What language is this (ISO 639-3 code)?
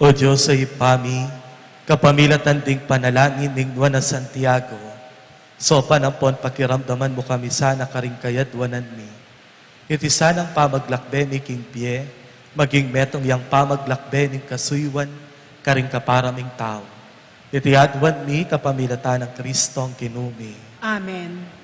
pam